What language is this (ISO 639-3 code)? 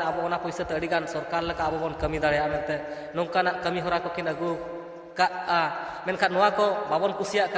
sat